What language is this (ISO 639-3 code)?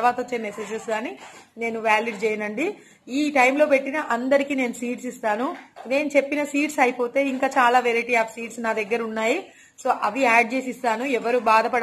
tel